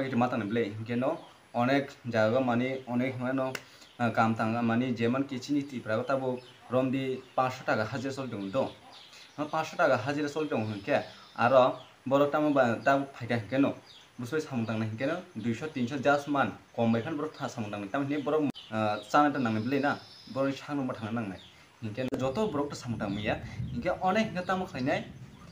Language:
Kok Borok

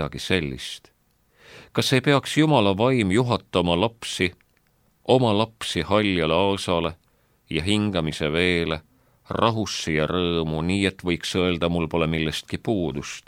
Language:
Estonian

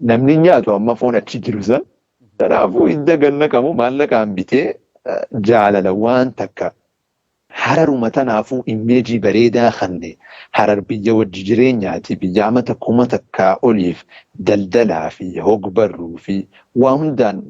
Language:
Oromo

